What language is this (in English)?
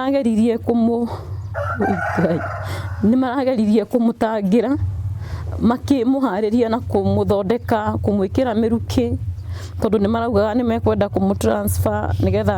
Kikuyu